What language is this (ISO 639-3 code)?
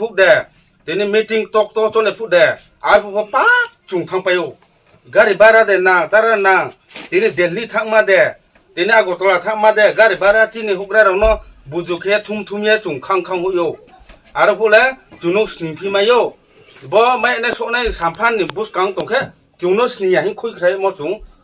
ria